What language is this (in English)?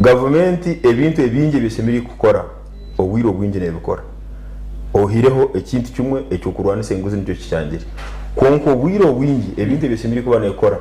Nyankole